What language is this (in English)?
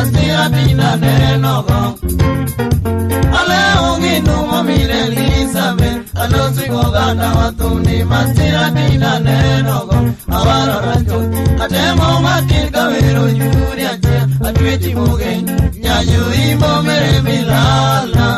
Luo (Kenya and Tanzania)